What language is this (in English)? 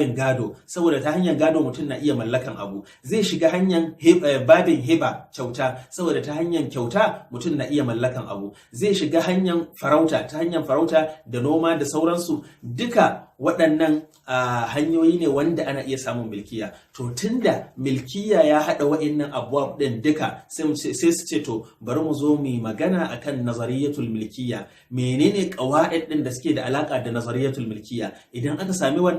Hausa